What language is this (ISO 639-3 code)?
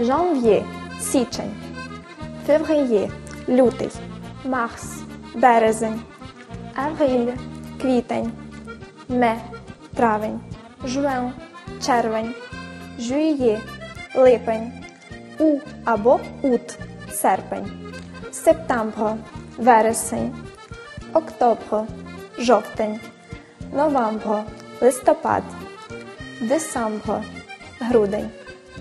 ukr